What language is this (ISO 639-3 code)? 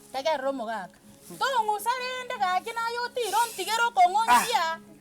guz